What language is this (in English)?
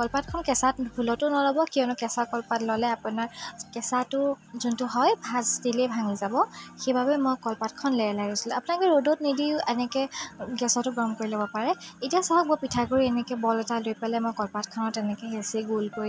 Assamese